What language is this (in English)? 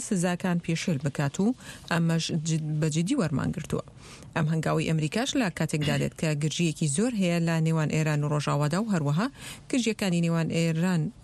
Central Kurdish